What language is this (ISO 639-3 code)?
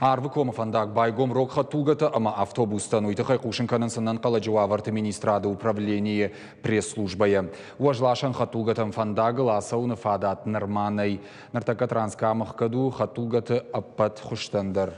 oss